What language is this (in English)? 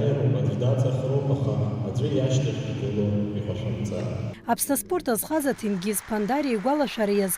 Abkhazian